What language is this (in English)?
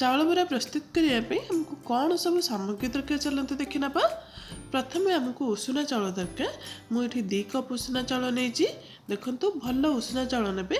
Odia